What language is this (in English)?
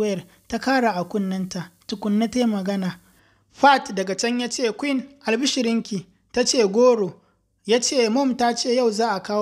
Hausa